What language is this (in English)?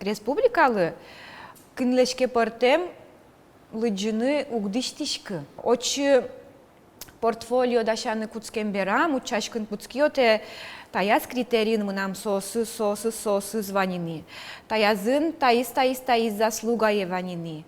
Udmurt